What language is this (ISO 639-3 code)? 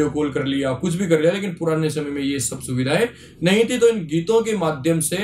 hin